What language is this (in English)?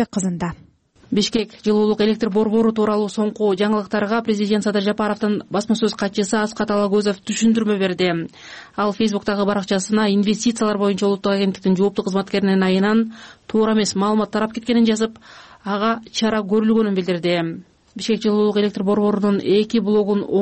Kyrgyz